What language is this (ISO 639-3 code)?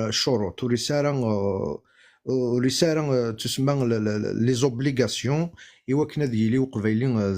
kab